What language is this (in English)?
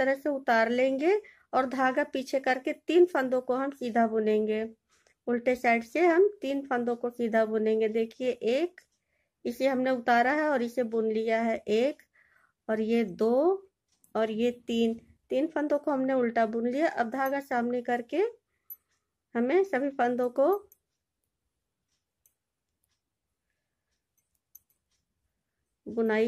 Hindi